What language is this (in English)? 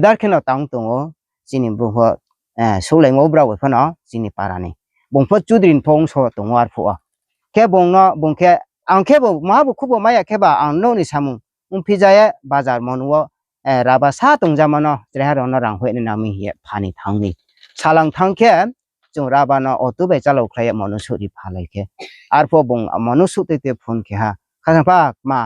Riang (India)